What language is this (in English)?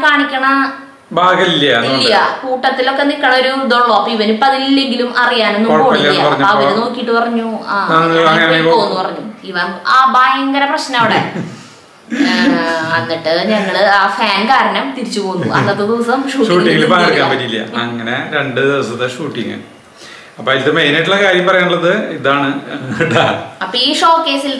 Malayalam